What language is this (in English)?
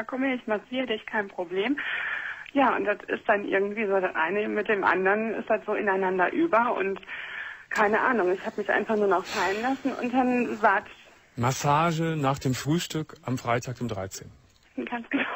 German